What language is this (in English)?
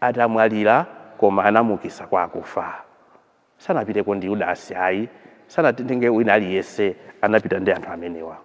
Nyanja